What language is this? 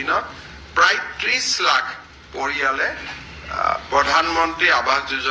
Assamese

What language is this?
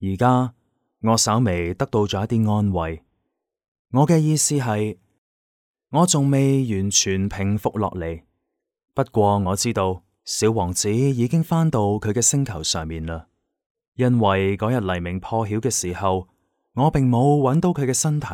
Cantonese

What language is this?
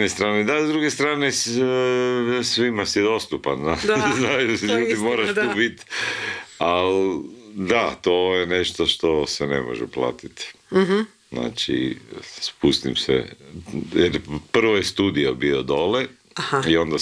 Croatian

